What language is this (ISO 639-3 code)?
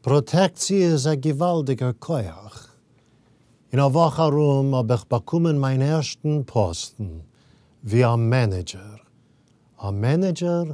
yid